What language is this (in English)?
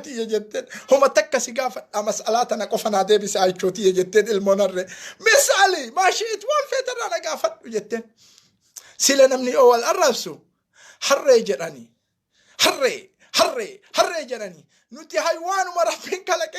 Oromo